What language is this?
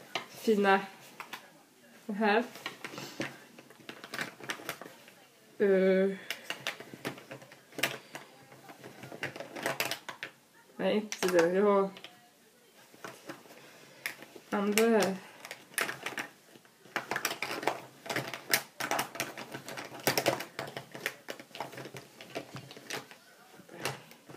Swedish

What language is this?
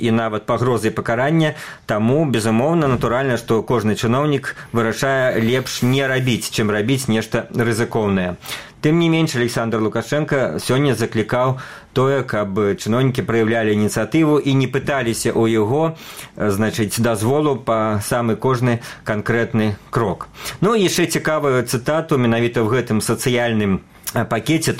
Belarusian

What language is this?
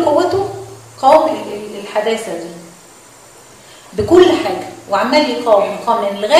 Egyptian Arabic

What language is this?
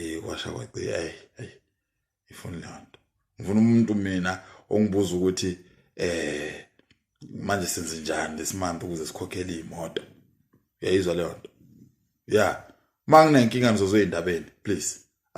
Zulu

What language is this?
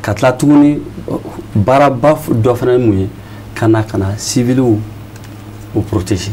Bambara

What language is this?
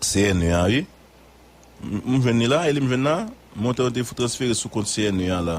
Haitian Creole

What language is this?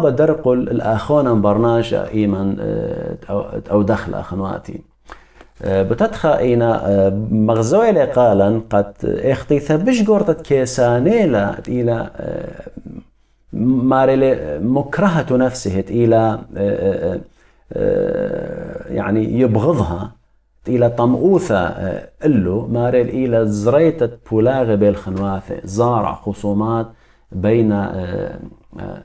Assyrian Neo-Aramaic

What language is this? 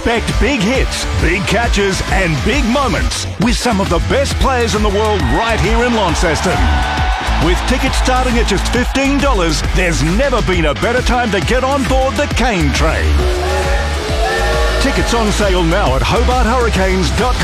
English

